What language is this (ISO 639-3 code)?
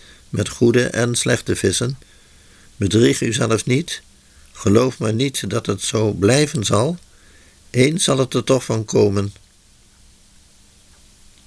nld